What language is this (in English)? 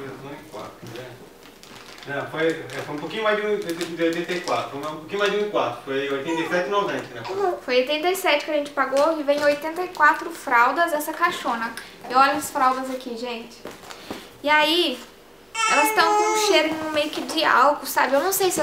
Portuguese